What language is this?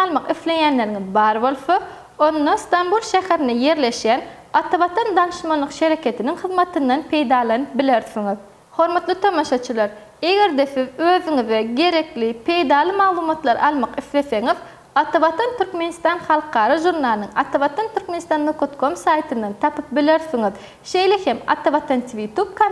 Turkmen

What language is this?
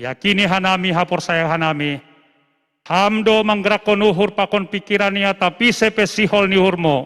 Batak Simalungun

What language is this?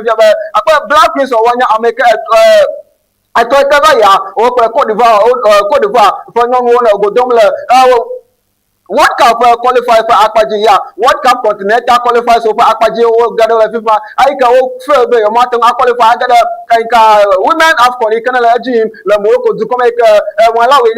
Ewe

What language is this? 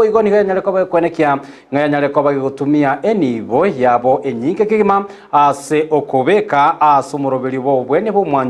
Gusii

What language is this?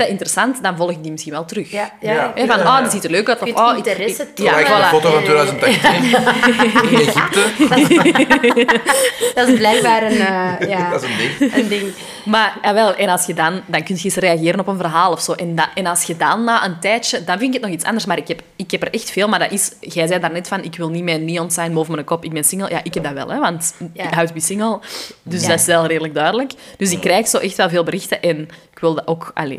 Dutch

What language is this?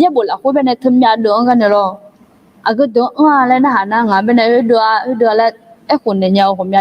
Akha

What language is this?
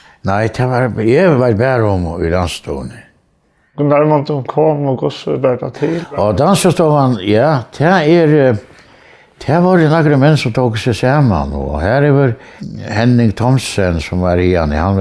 Faroese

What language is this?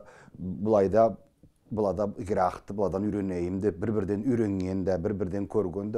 Karachay-Balkar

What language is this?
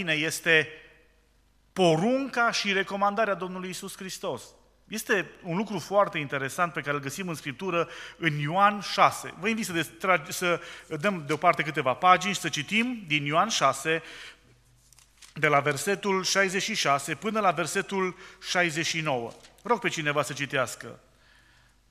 Romanian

